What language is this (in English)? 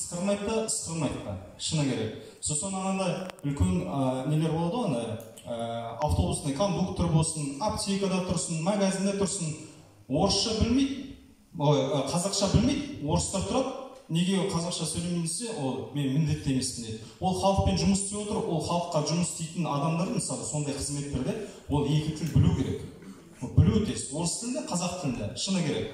Kazakh